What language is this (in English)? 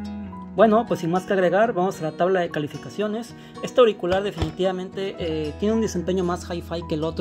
Spanish